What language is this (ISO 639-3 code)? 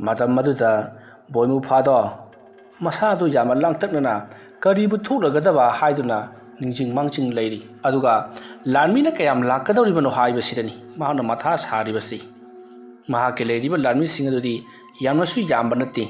mni